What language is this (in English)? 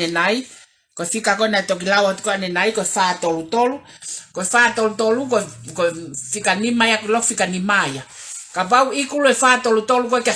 Tongan